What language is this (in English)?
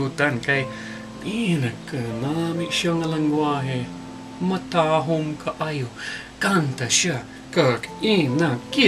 Hiligaynon